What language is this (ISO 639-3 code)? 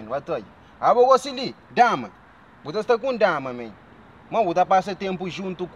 kea